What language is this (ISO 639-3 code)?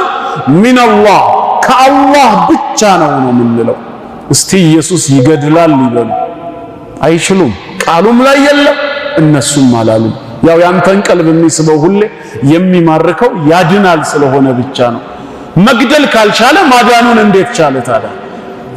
amh